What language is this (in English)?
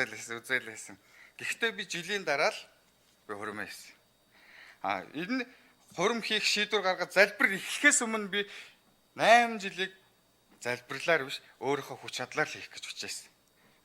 Mongolian